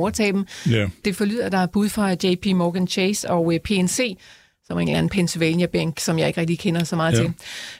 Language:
Danish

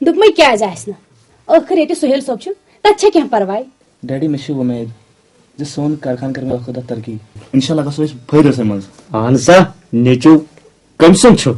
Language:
Kashmiri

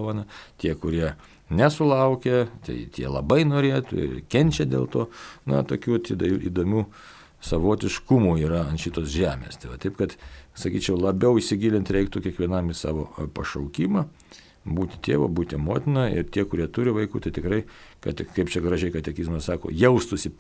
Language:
Lithuanian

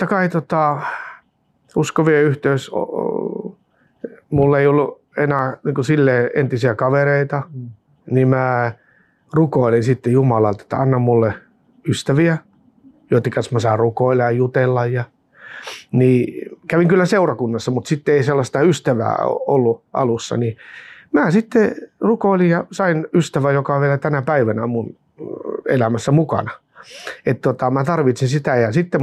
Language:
Finnish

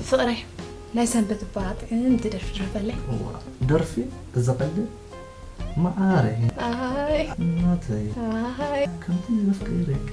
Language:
Tigrinya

